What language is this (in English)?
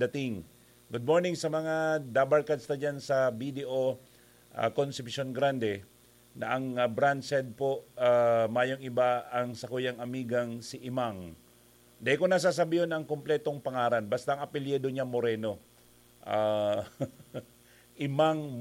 Bikol